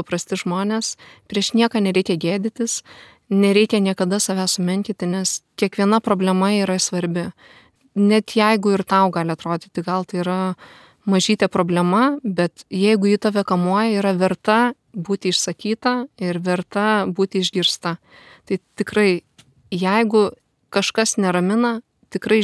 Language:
Lithuanian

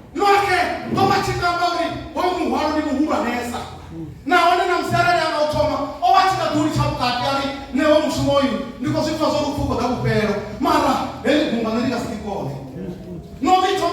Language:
Venda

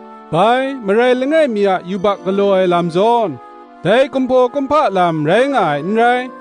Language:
Kachin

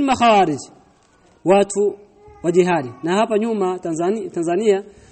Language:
Swahili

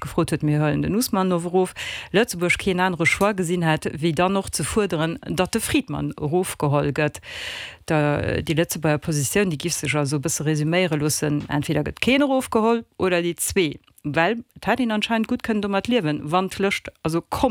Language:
Luxembourgish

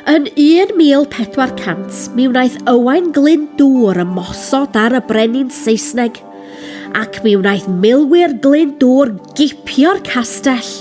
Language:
Welsh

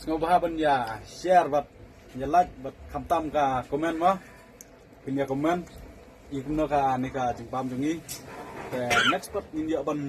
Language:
Khasi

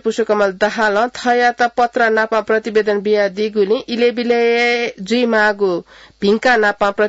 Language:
Newari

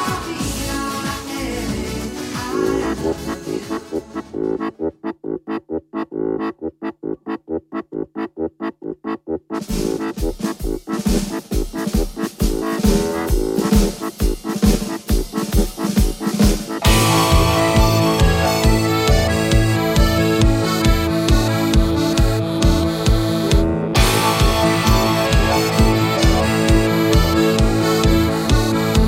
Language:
German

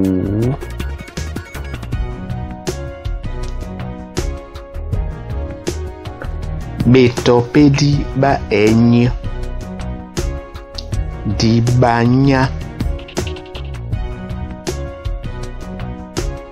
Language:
Duala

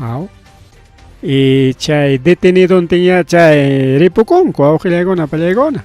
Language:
Ayacucho Quechua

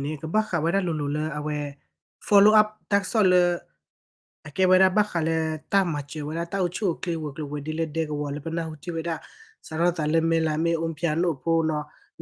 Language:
S'gaw Karen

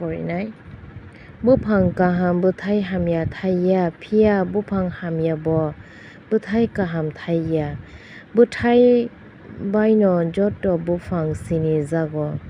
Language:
Kok Borok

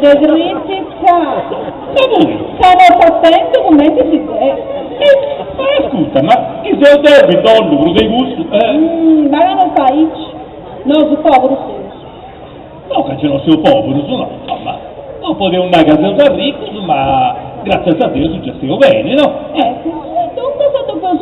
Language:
Sardinian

